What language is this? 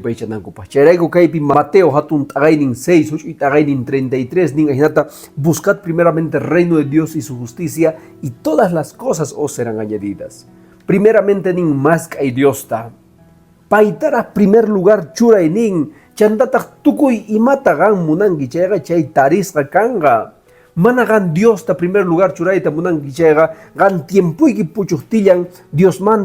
Quechua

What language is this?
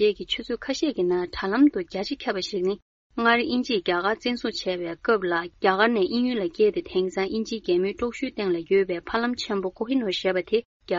Tibetan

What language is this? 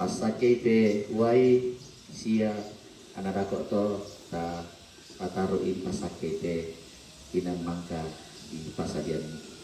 Toraja-Sa'dan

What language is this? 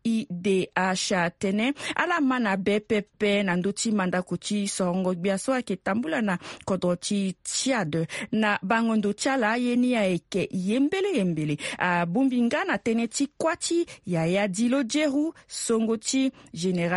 Sango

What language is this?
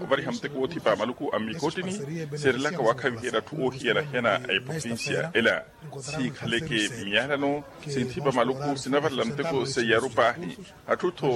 Makhuwa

